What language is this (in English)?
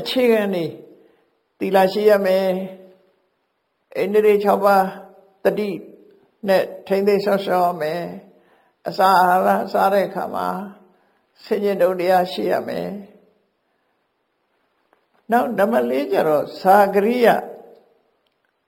Burmese